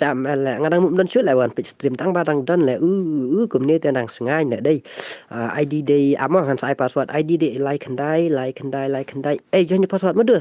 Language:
Khasi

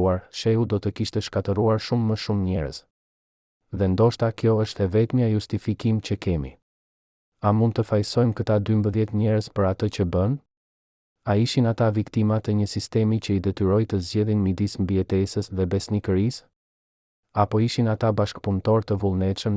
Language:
Albanian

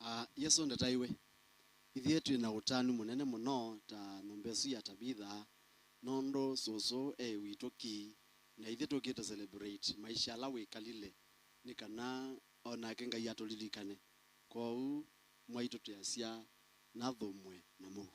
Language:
Kamba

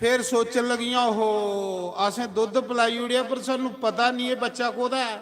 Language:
Dogri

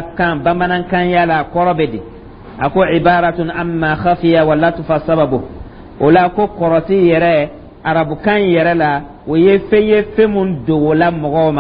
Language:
Dyula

